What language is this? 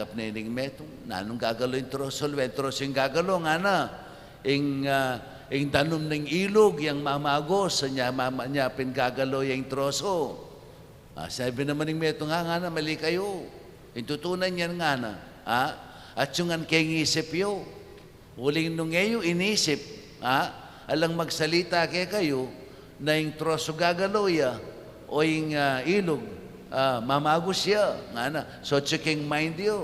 Pampanga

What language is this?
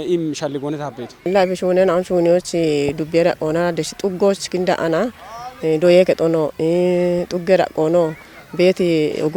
Kafa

